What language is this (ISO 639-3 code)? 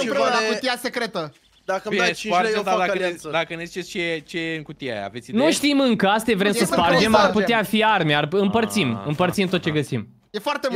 ron